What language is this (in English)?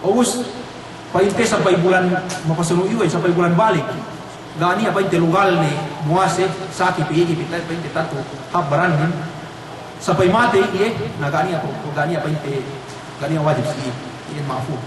Yakan